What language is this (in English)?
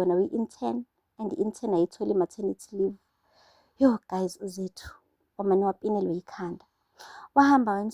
Zulu